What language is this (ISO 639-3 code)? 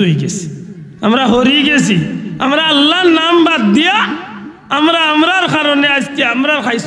syl